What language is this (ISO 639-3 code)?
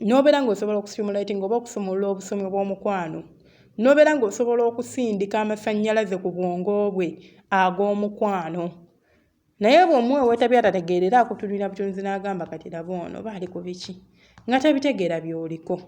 lug